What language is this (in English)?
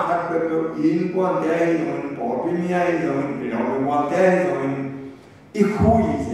Tedim Chin